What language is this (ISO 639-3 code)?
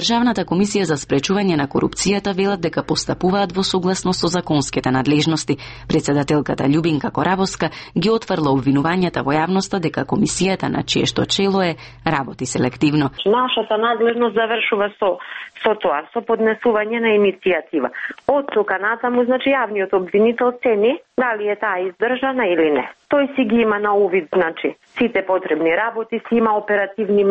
mkd